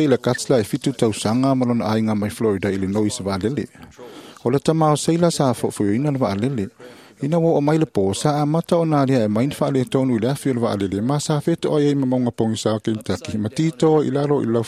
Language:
Samoan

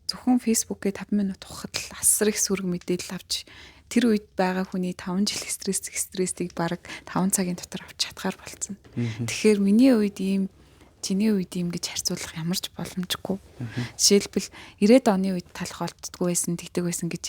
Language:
Mongolian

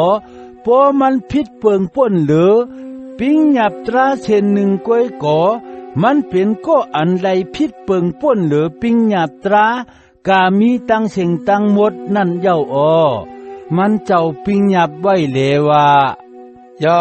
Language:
Shan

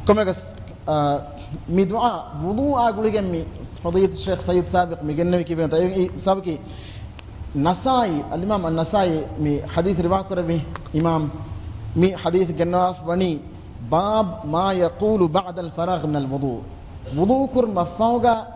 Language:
Divehi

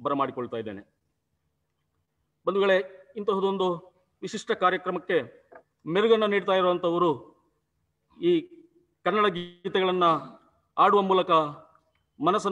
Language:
Kannada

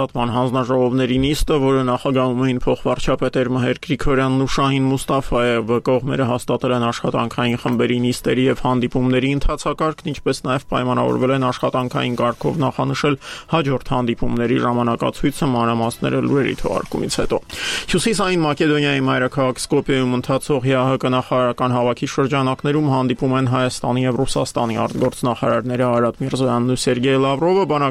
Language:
Armenian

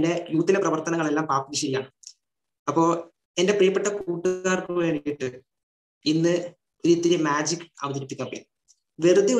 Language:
Malayalam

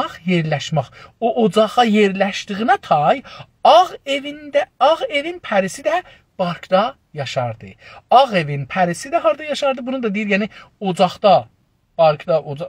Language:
South Azerbaijani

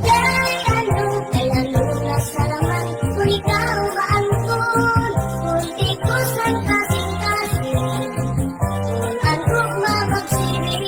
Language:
Waray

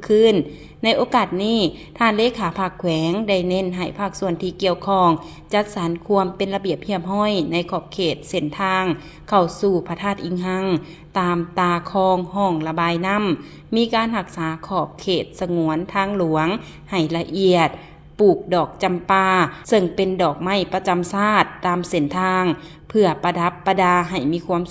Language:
Lao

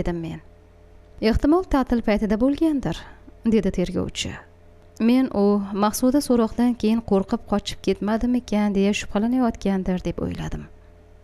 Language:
Uzbek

